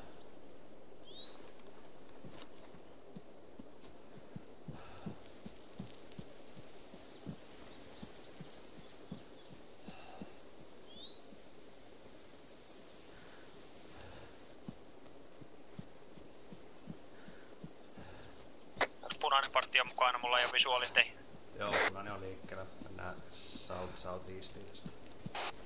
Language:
Finnish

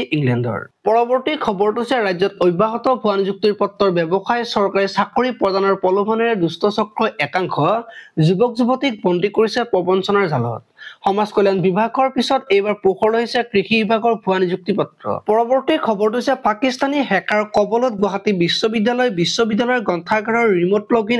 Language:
Assamese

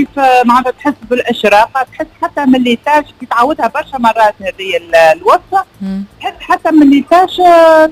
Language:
Tunisian Arabic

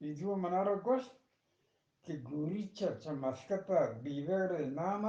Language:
Eastern Balochi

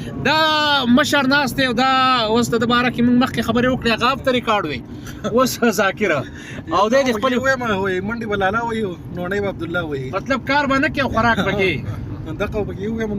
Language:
Pashto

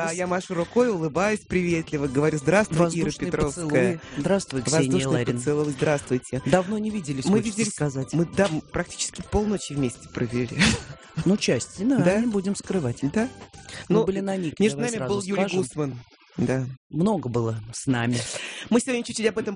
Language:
Russian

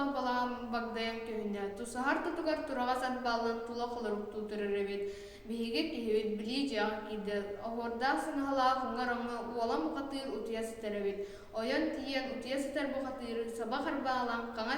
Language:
Yakut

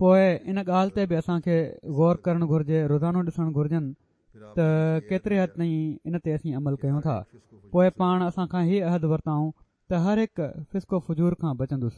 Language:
Sindhi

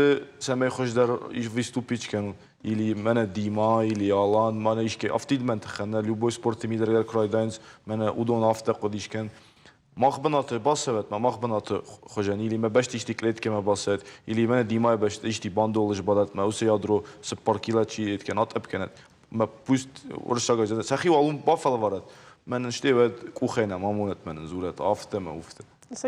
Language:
Ossetic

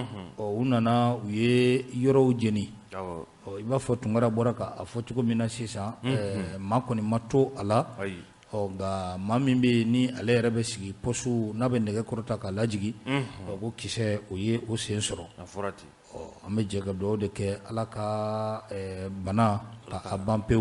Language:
Bambara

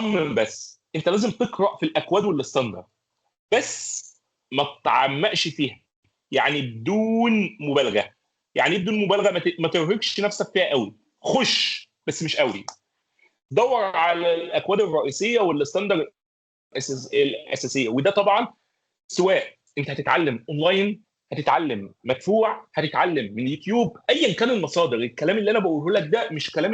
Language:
Egyptian Arabic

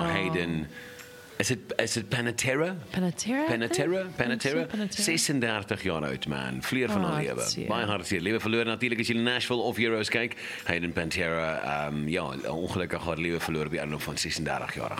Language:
Afrikaans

